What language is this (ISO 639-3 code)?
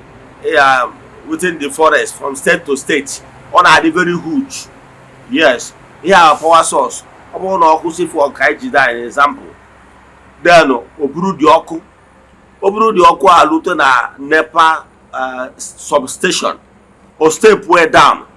ibo